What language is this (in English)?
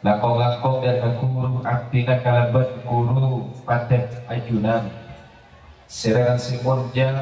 Madurese